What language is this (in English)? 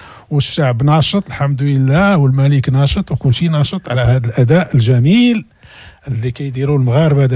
Moroccan Arabic